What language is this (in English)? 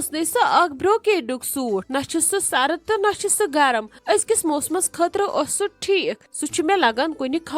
Kashmiri